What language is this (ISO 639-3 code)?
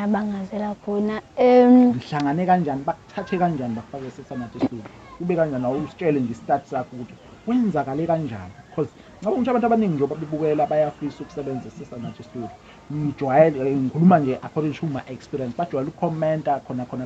zul